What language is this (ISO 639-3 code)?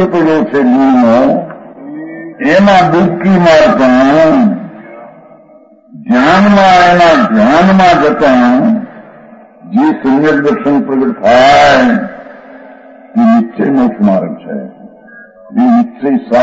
guj